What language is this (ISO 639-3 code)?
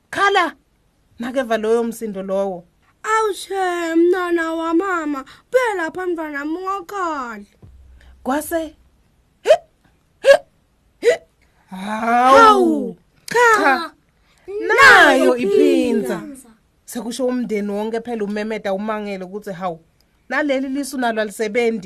ssw